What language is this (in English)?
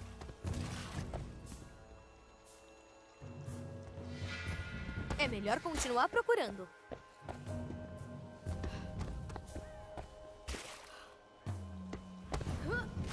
Portuguese